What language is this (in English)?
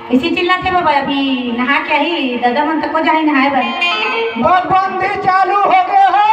Chhattisgarhi